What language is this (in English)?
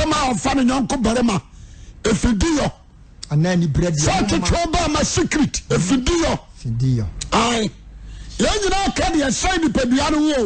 Akan